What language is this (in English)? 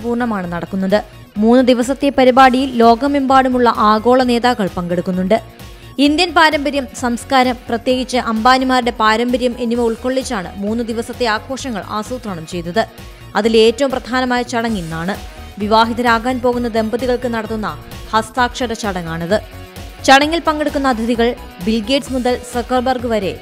Malayalam